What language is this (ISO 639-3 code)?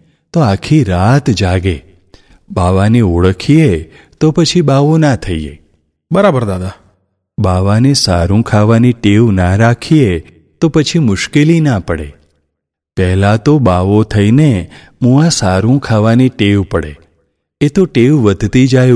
guj